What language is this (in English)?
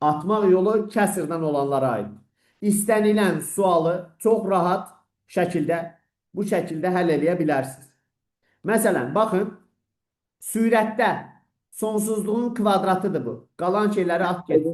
Azerbaijani